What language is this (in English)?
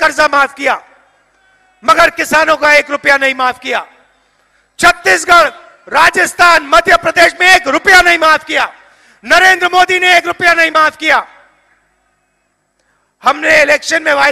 Hindi